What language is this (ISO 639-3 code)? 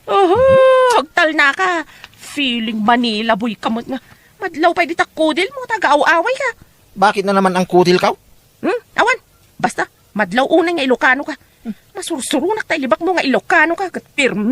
ilo